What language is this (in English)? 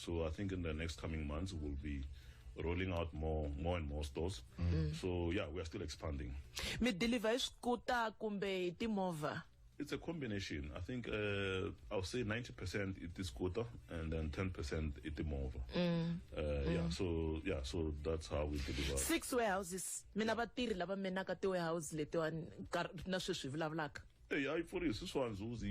Tsonga